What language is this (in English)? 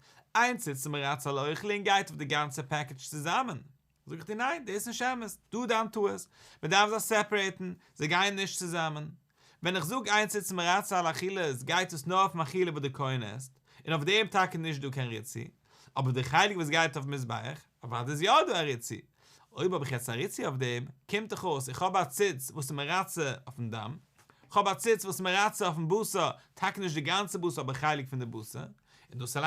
Yiddish